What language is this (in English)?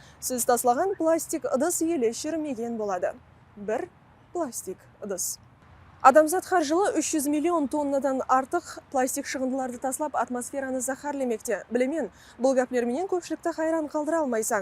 Kara-Kalpak